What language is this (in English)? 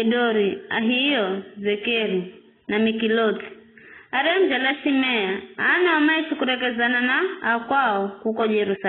Giryama